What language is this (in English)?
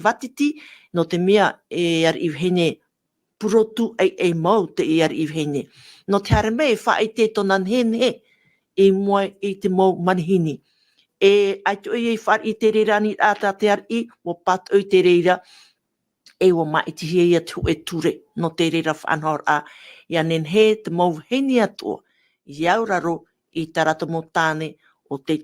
Tahitian